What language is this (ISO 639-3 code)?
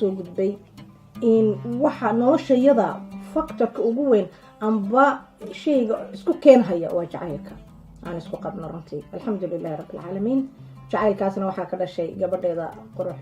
som